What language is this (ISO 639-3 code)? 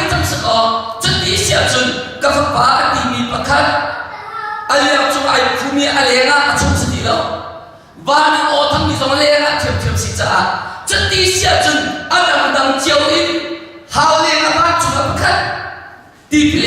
cnh